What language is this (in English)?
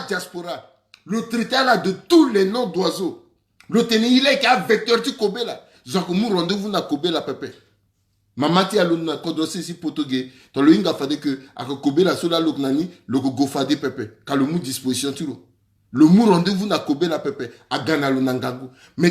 Sango